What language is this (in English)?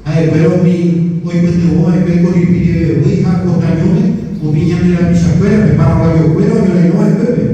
Guarani